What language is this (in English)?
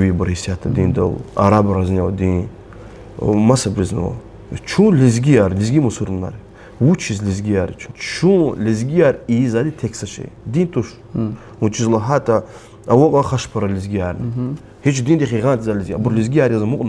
Lezghian